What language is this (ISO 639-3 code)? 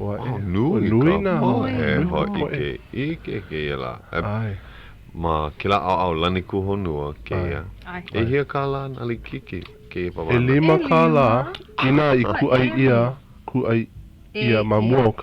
haw